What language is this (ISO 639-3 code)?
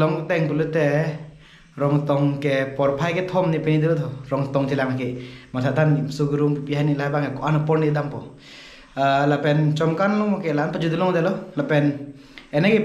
mjw